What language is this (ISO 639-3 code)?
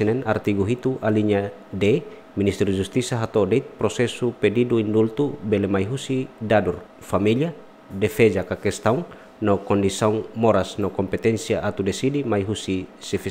tet